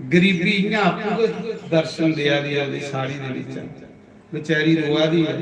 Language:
Dogri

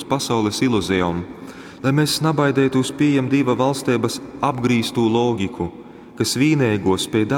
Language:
Latgalian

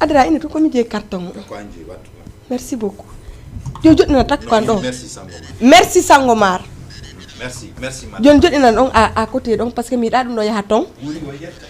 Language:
Fula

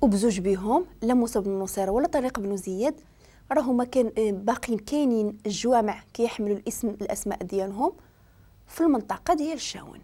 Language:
Moroccan Arabic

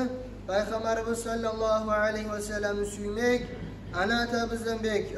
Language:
Kumyk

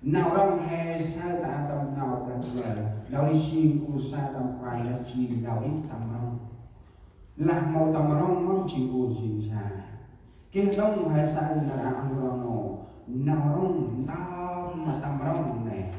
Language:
Central Mnong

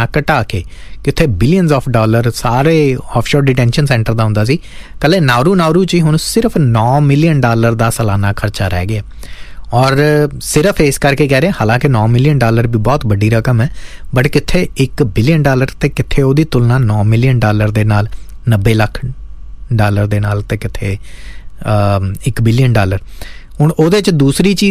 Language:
Punjabi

